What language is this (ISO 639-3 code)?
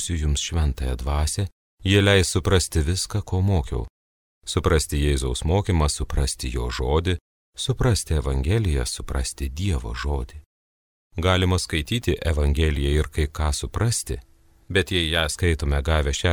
lit